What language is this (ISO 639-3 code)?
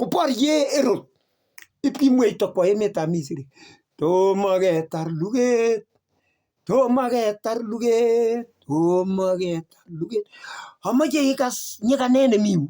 kln